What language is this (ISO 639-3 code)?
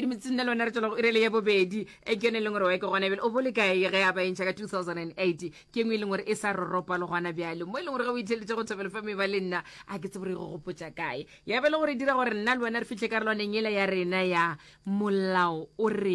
nso